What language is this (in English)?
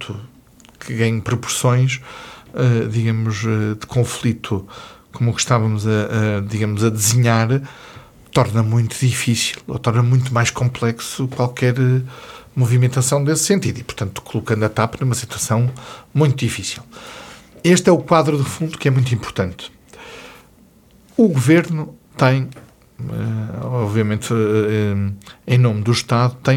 Portuguese